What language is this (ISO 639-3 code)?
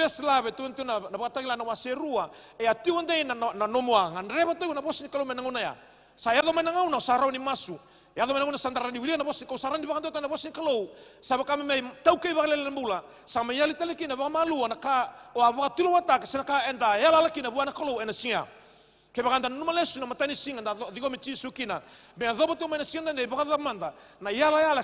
fij